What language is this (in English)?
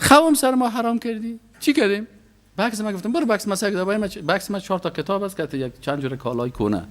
Persian